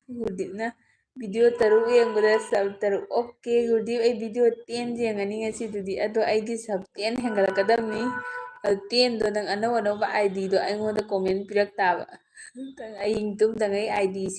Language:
Manipuri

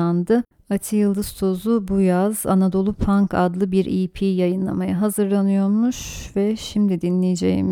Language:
Turkish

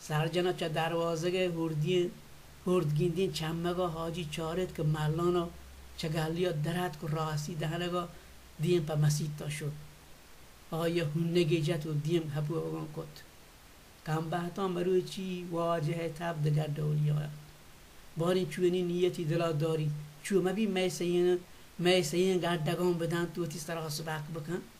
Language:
Baluchi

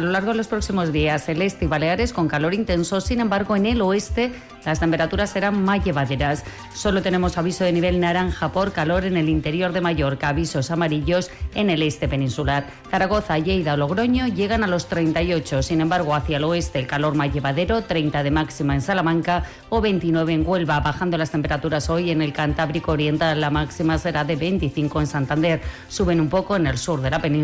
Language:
Spanish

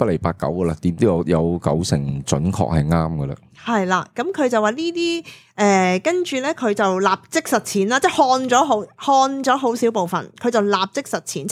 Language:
Cantonese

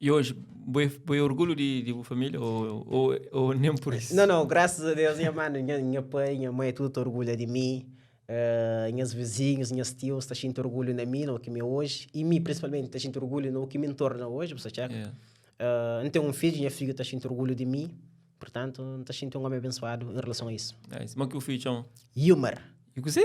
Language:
Kabuverdianu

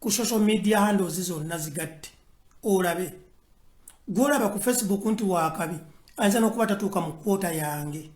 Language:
Ganda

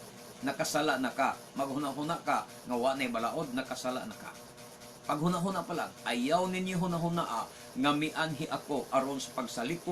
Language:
Cebuano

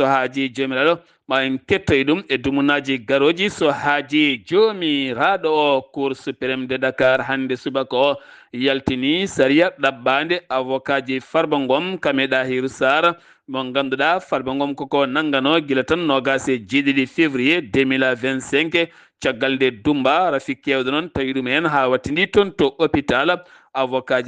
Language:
Fula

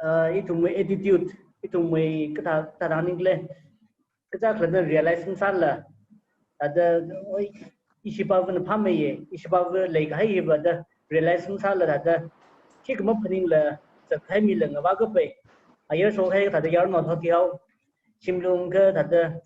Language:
Tangkhul Naga (India)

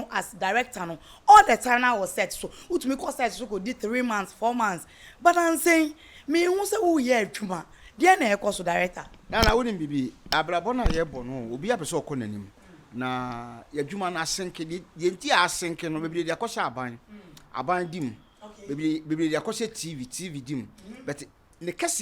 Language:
Akan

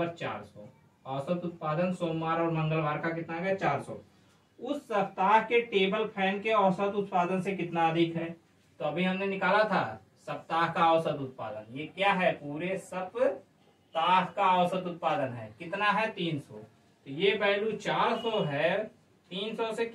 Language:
Hindi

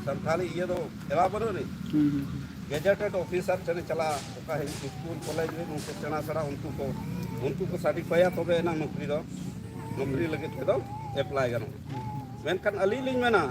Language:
Santali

